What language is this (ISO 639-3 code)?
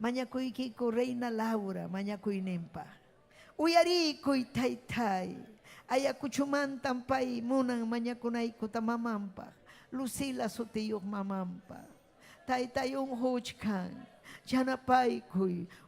quy